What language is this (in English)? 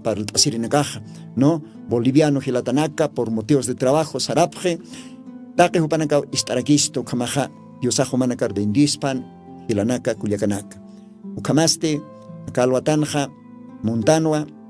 Aymara